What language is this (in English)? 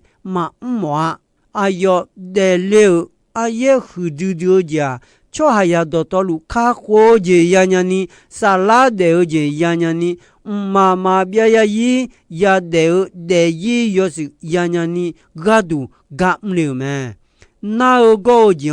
Akha